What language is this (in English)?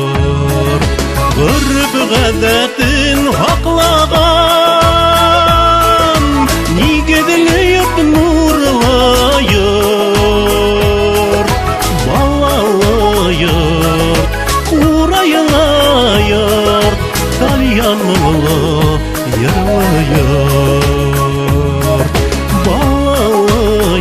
Bashkir